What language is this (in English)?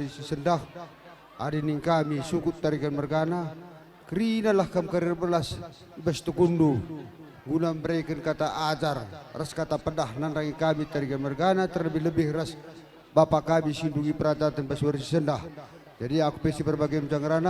Batak Karo